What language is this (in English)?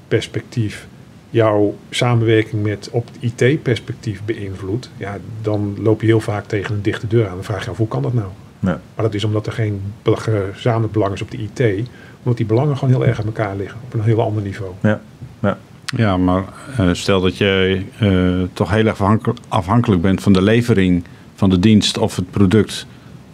Dutch